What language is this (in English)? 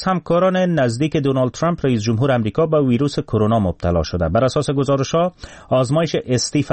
Persian